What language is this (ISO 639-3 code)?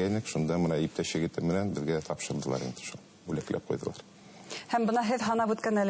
bak